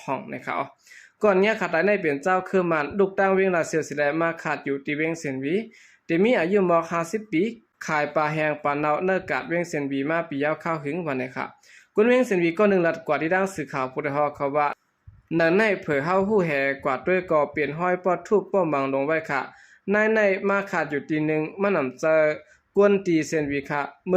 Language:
Shan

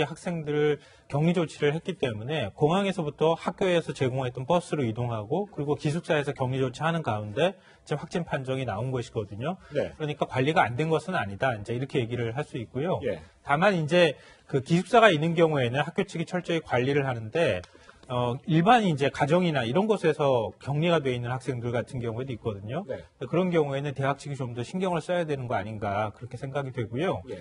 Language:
Korean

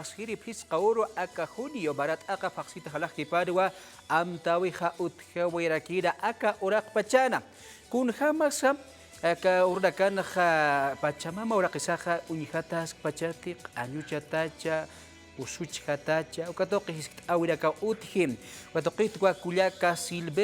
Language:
Aymara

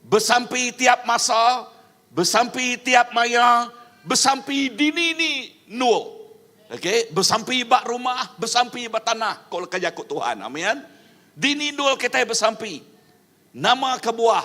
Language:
Iban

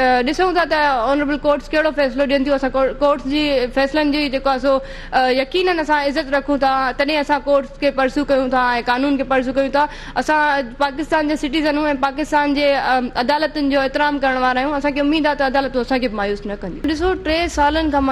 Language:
Sindhi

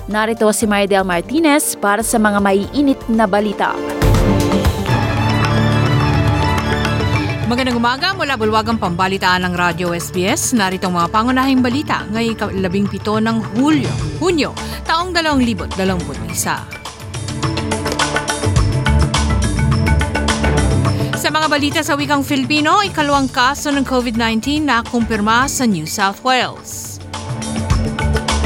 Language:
Filipino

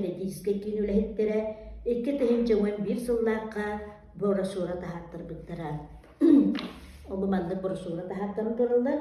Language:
Yakut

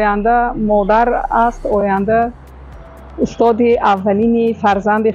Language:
Tajik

